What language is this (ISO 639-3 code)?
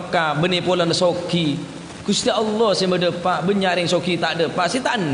mad